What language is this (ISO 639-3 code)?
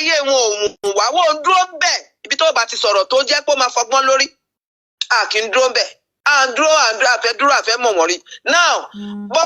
yor